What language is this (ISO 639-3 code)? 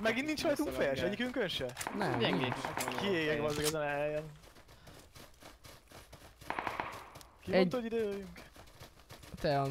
hun